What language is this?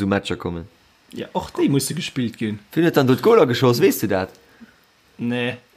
Luxembourgish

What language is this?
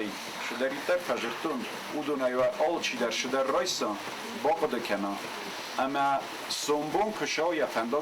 Ossetic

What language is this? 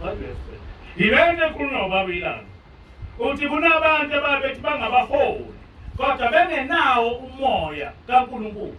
Zulu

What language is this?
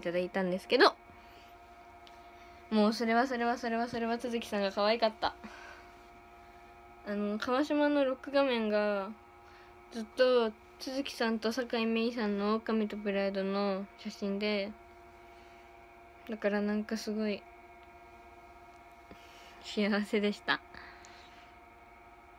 Japanese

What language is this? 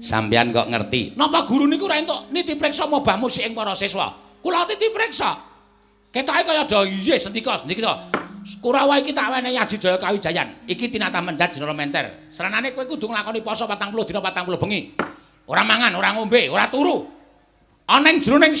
Javanese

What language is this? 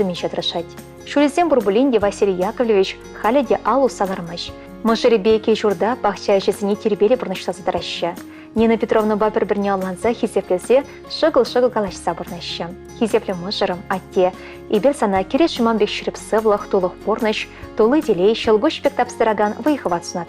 Chuvash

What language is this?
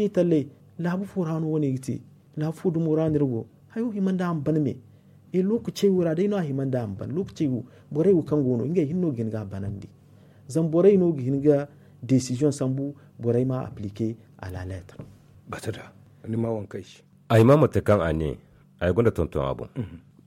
Zarma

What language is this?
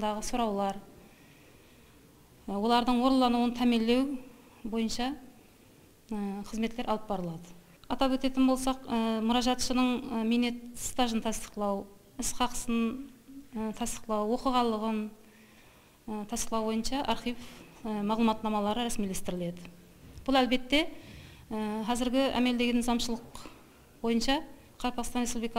Kara-Kalpak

